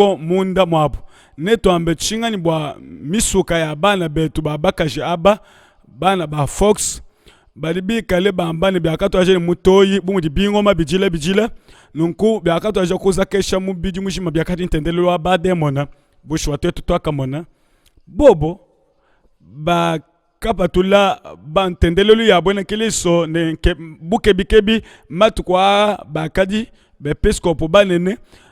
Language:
Luba-Lulua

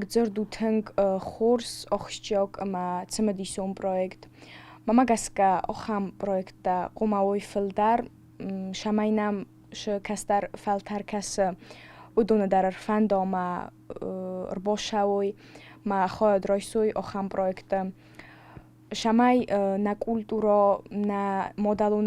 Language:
Ossetic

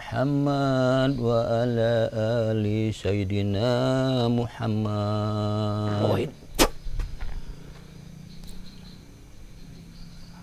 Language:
Indonesian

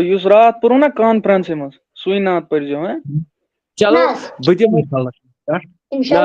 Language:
Kashmiri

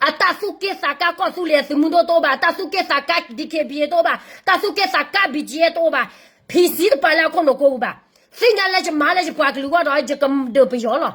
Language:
S'gaw Karen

